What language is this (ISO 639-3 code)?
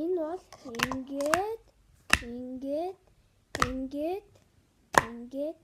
mon